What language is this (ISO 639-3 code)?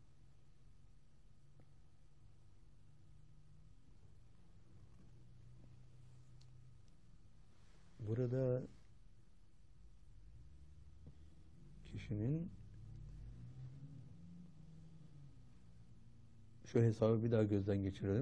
tur